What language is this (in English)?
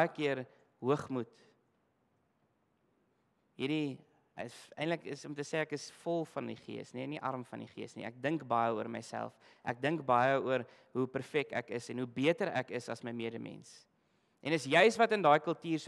Afrikaans